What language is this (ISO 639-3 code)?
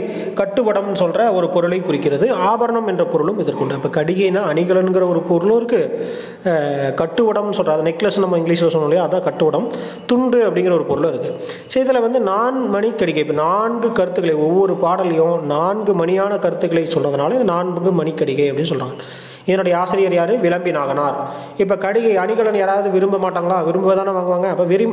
tam